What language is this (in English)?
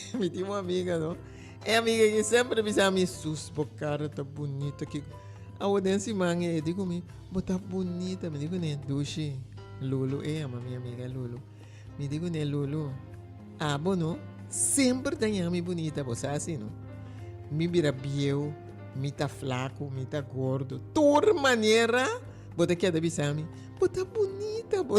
Papiamento